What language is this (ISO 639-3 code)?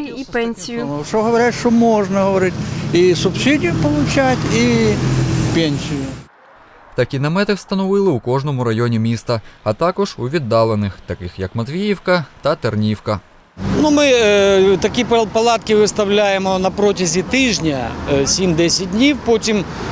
ukr